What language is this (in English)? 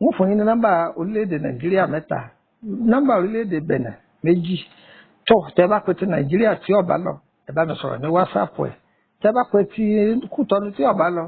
Yoruba